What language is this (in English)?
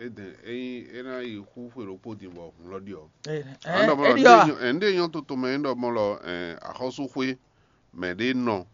Fon